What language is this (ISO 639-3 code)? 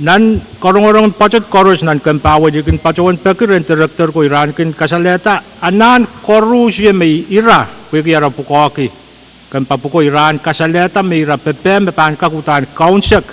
pon